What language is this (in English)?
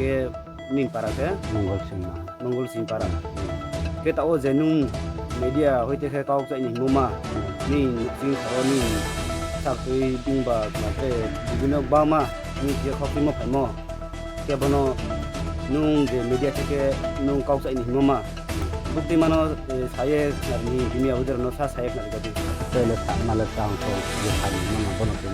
Riang (India)